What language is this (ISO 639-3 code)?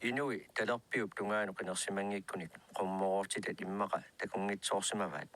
kal